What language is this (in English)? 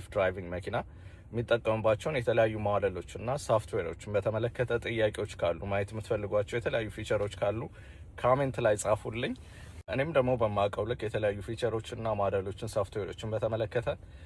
Amharic